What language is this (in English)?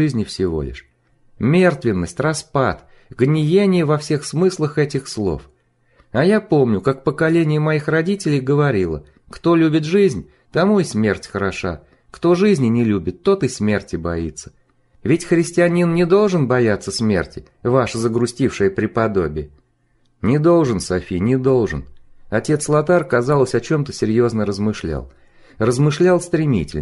Russian